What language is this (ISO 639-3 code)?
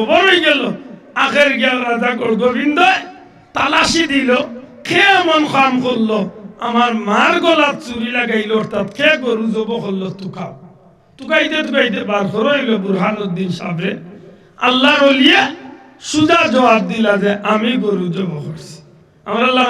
syl